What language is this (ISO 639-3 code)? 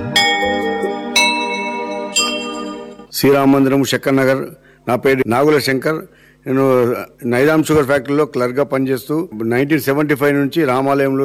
tel